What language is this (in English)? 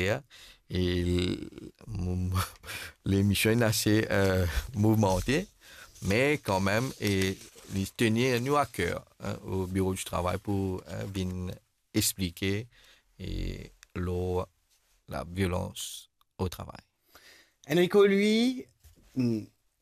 Morisyen